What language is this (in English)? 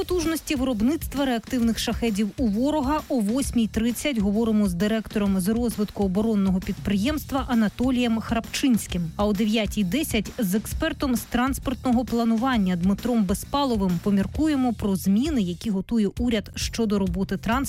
Ukrainian